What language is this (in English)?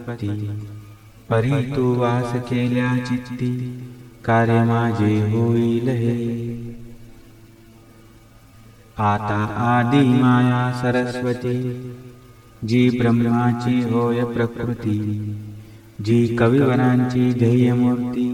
Marathi